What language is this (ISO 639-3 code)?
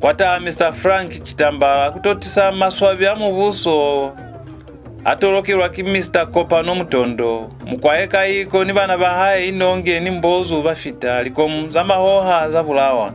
loz